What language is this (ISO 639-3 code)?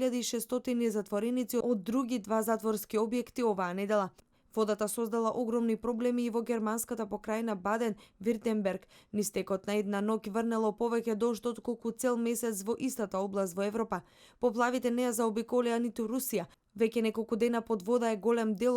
mkd